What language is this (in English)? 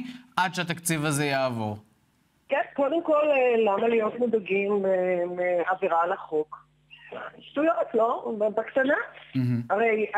Hebrew